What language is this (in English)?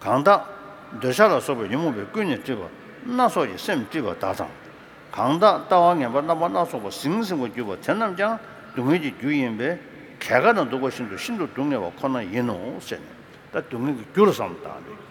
Tibetan